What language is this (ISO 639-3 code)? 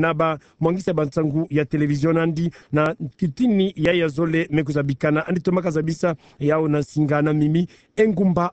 ktu